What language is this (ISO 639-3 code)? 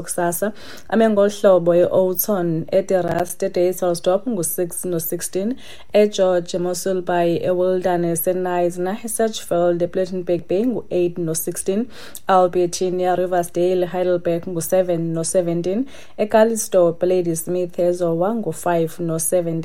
xho